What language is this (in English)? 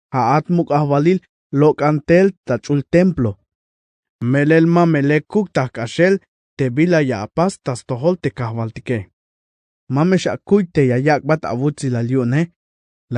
Tzeltal